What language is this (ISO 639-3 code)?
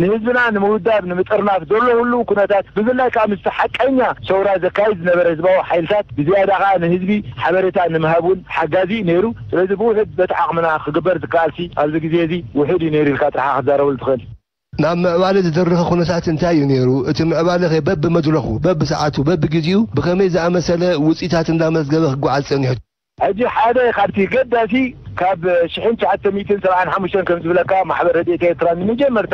tir